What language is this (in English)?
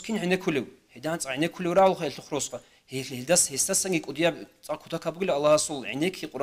Avaric